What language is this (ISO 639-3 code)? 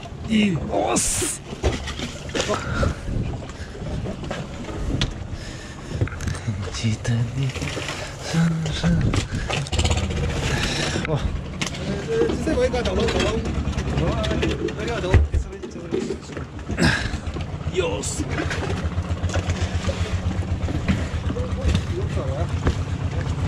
zho